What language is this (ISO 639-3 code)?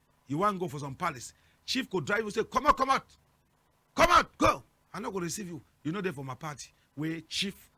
wes